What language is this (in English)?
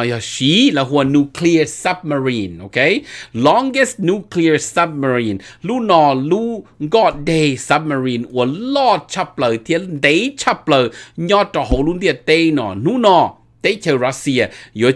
Vietnamese